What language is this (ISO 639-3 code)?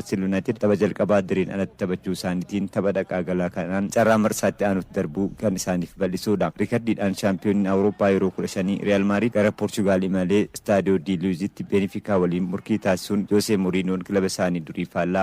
orm